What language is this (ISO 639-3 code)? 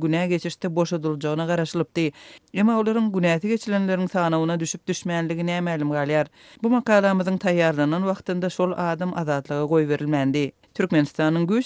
tuk